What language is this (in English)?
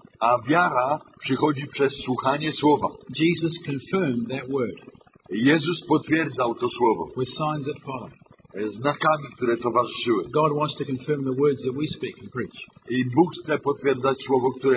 Polish